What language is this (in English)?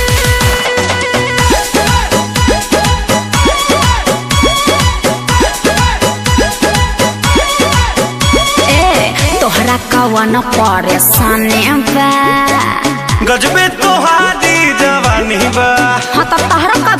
Bhojpuri